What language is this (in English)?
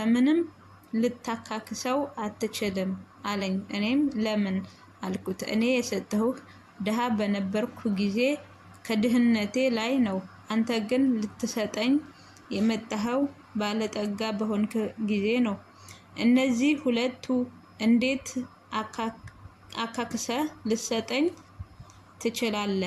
Amharic